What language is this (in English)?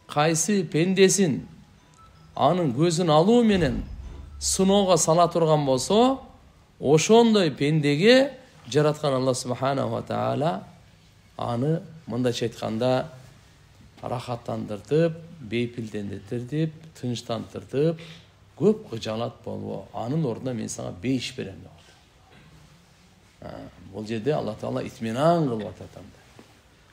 Kyrgyz